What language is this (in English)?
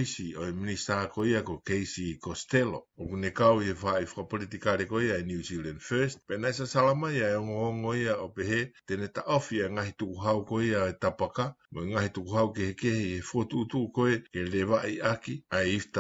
Tongan